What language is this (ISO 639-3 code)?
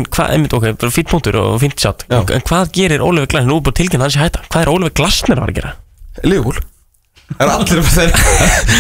isl